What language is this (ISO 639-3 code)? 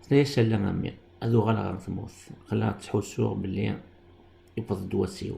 kab